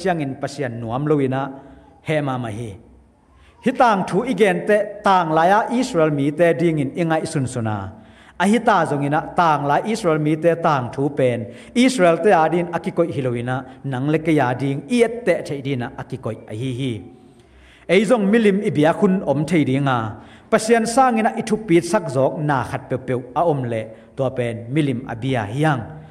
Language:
Tedim Chin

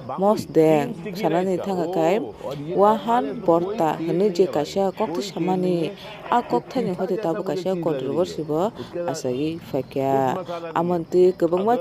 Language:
Kok Borok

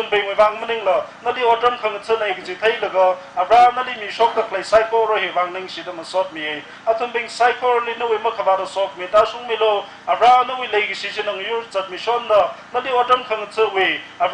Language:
Tangkhul Naga (India)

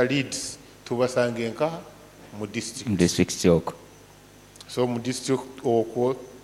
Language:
Nyoro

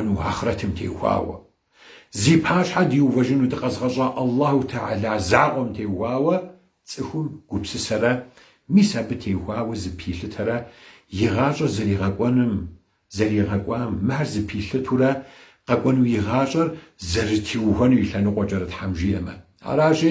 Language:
Kabardian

